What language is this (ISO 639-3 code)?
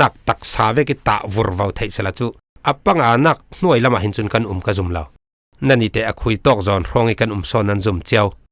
cfm